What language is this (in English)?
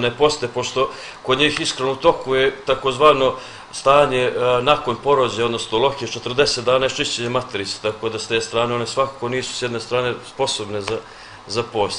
Serbian